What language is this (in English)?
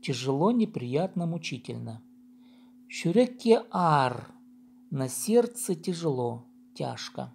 Khakas